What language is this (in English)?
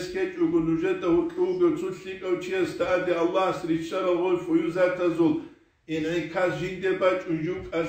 Avaric